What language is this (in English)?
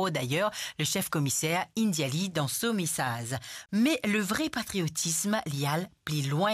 Morisyen